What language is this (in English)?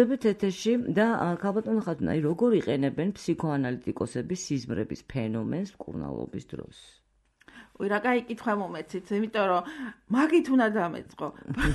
Georgian